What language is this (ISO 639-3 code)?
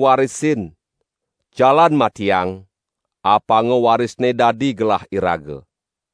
ban